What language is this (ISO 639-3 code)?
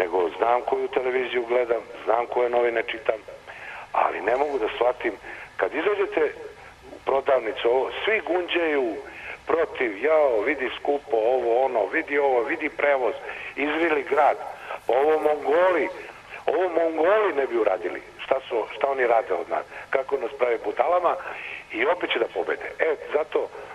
srp